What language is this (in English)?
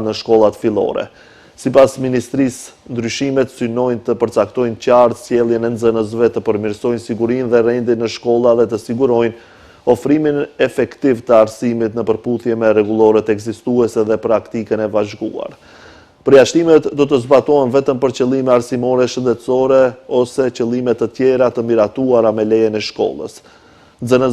Albanian